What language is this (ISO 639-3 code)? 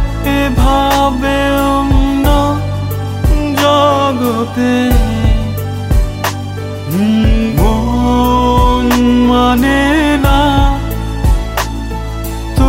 ben